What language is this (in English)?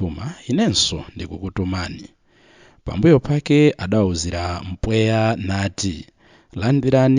Nyanja